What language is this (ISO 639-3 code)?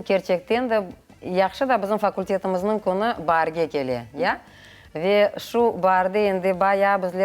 crh